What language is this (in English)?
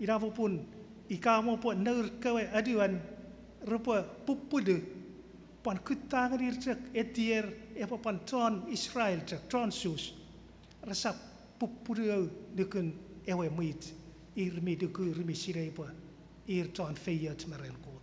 Chuukese